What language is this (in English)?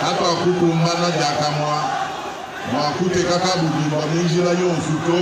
Luba-Lulua